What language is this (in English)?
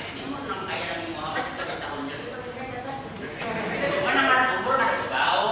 Banjar